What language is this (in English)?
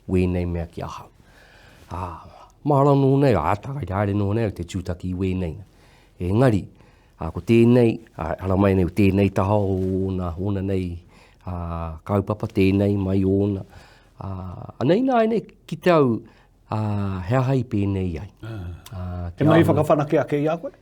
Māori